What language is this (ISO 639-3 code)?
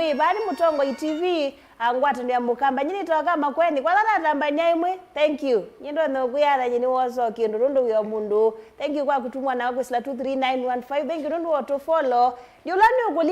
kam